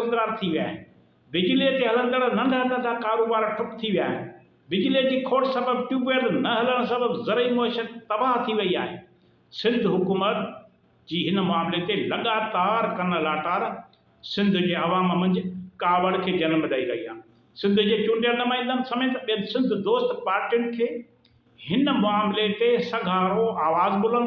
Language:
Sindhi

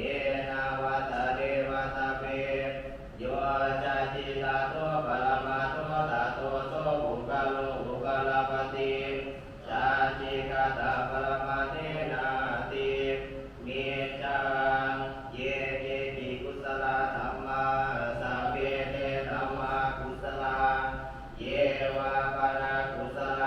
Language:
Pali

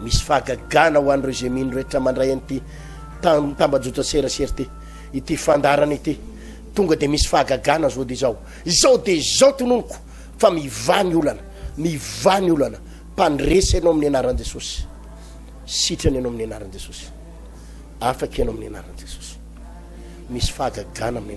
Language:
Malagasy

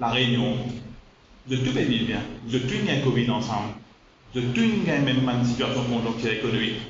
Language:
Morisyen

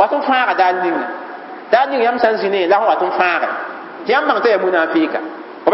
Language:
Mossi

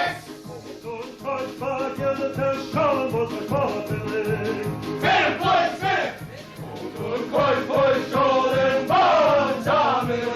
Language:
Yiddish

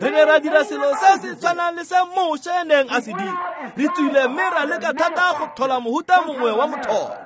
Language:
Tswana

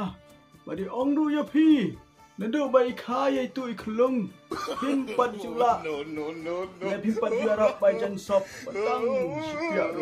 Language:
Khasi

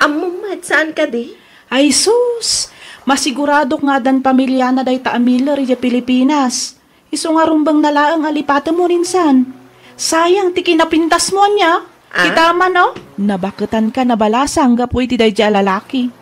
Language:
Iloko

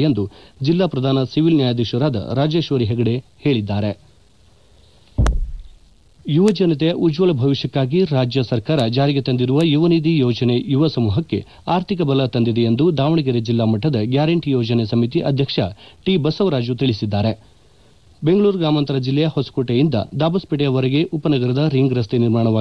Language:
Kannada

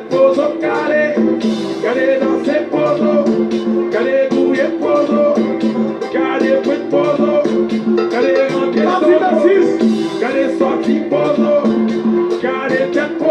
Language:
Haitian Creole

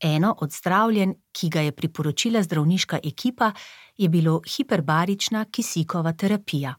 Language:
Slovenian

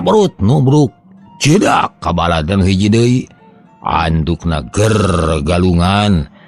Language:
Sundanese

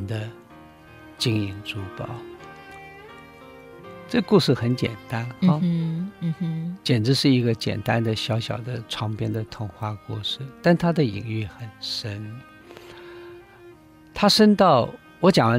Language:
Chinese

